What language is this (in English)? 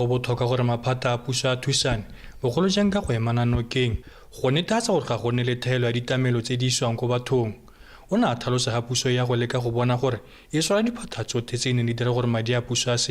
Tswana